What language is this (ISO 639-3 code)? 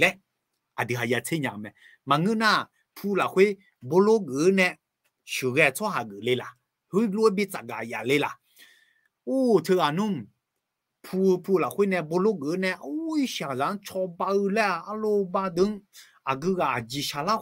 ahk